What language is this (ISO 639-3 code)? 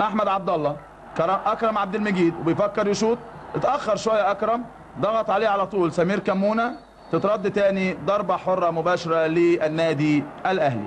arz